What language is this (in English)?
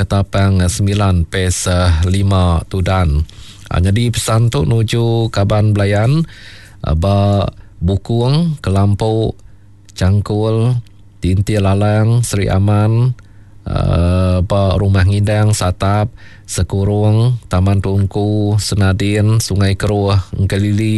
Iban